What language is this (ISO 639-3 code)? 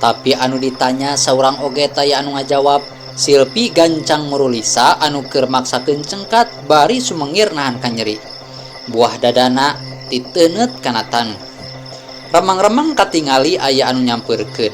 sun